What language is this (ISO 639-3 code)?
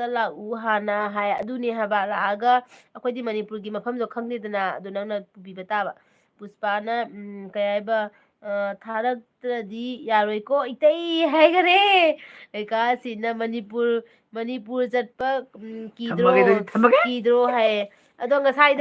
mni